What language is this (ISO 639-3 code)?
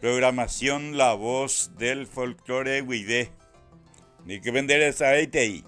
grn